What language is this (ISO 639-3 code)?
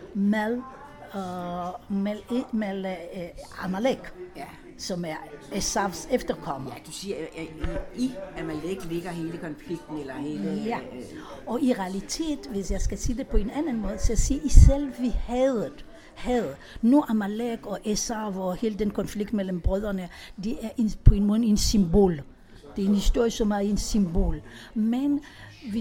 dan